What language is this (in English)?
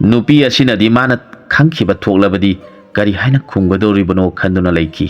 Manipuri